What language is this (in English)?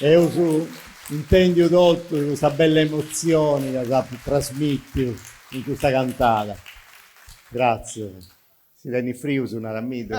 Sardinian